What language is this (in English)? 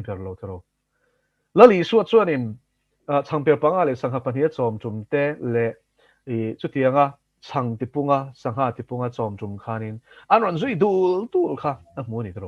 Mizo